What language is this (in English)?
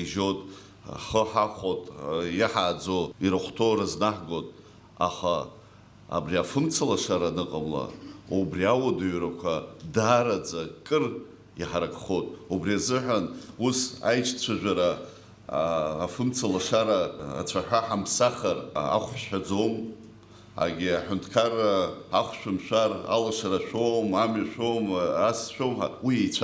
Abkhazian